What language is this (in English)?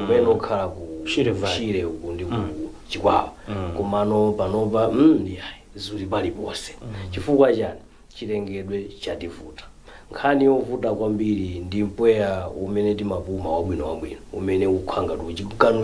Nyanja